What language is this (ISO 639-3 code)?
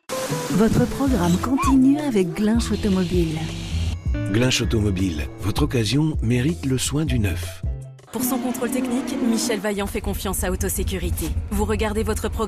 fra